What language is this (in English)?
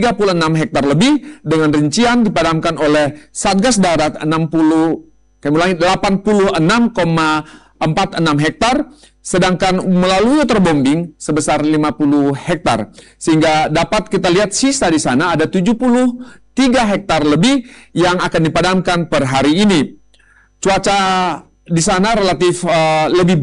Indonesian